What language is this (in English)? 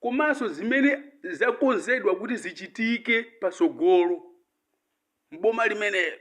Nyanja